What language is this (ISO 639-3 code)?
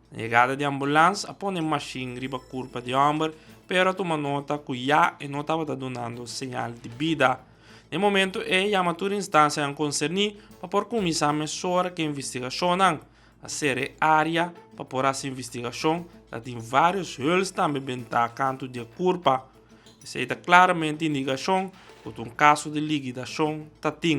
pap